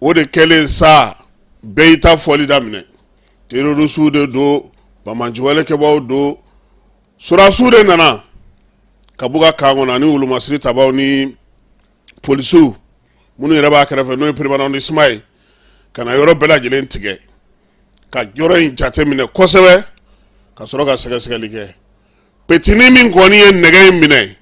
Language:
Bambara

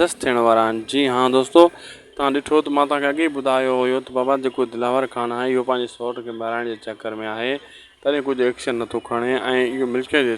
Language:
Sindhi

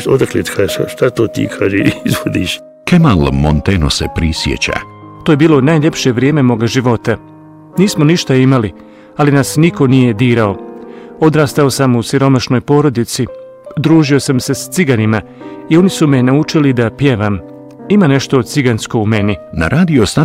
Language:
Bosnian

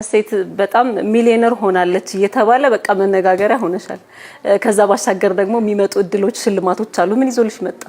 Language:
Amharic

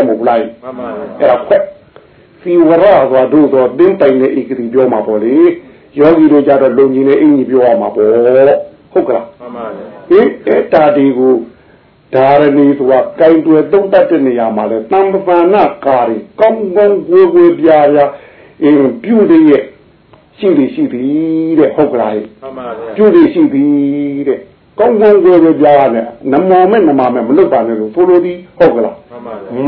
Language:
Burmese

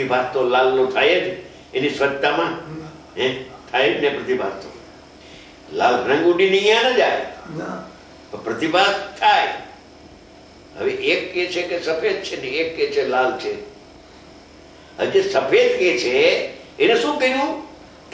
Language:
Gujarati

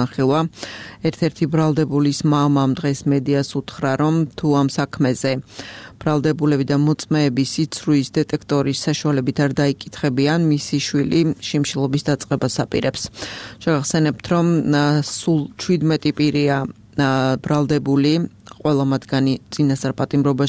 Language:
Georgian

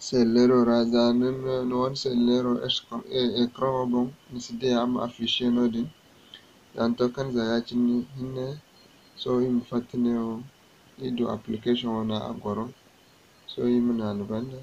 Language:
Zarma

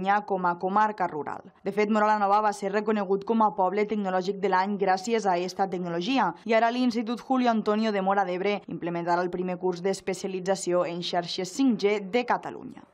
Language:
Catalan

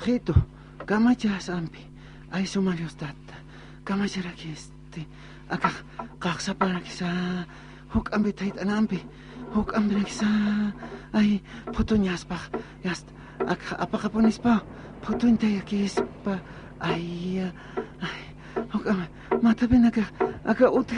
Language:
Aymara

